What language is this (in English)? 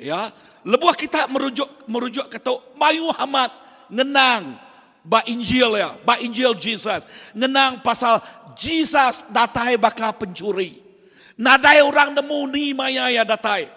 Iban